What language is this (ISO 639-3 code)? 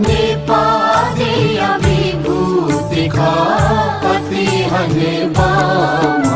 new